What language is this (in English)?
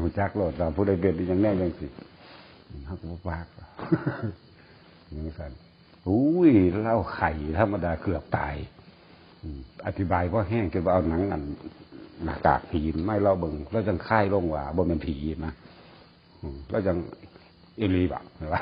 Northeastern Thai